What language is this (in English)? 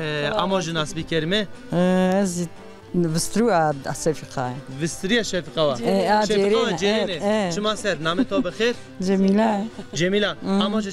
Zaza